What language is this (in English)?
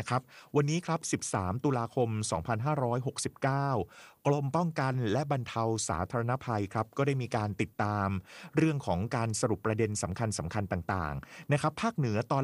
Thai